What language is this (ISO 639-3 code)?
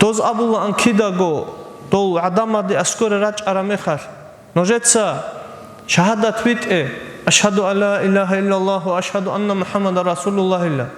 ava